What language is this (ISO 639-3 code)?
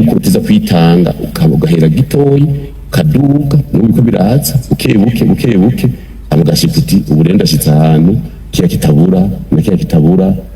run